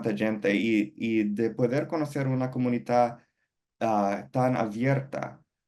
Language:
Ladino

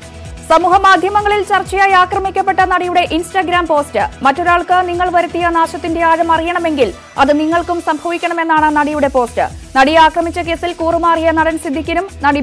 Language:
Malayalam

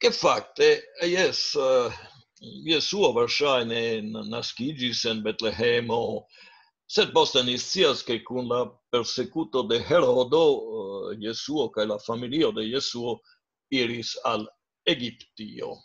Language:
Esperanto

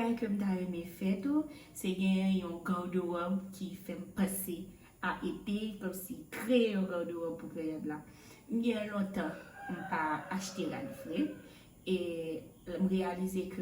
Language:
Haitian Creole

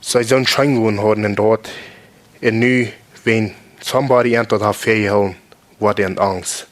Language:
Plautdietsch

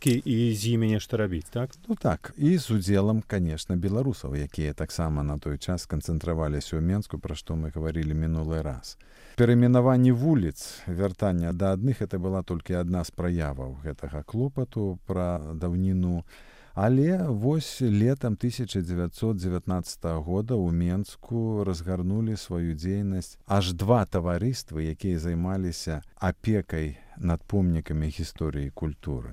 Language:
Belarusian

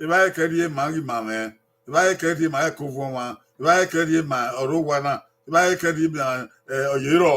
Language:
Bini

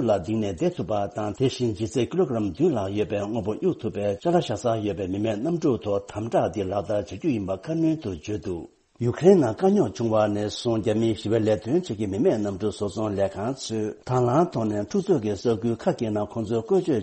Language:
Tibetan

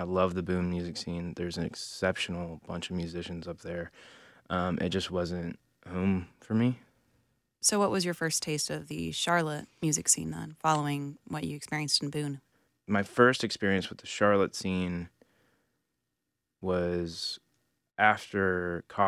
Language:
English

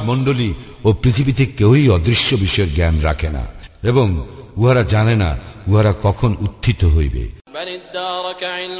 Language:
Bangla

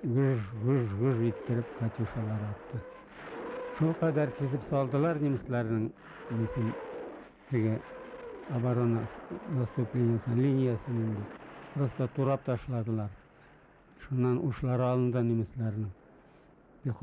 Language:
Bashkir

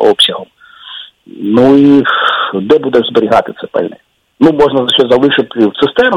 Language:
Ukrainian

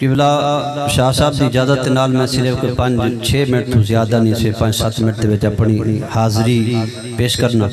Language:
Saraiki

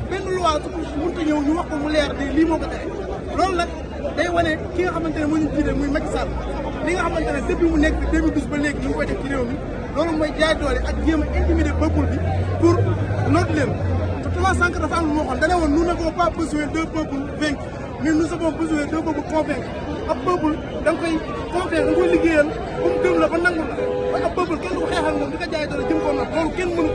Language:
Wolof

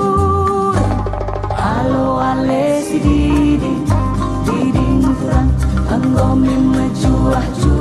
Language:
Batak Karo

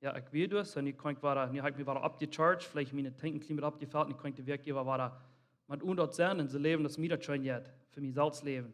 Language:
Plautdietsch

